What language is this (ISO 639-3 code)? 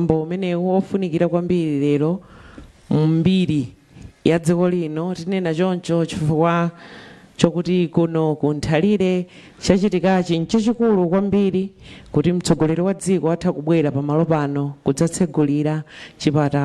nya